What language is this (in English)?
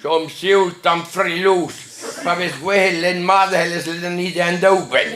Breton